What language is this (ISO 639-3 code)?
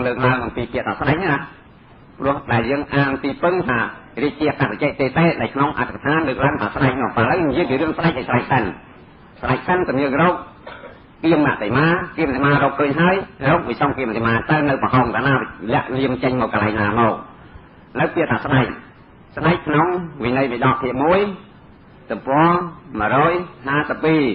khm